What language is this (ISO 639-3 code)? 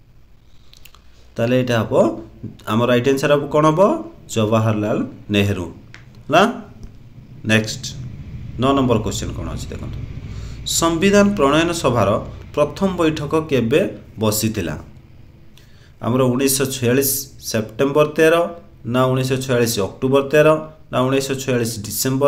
ori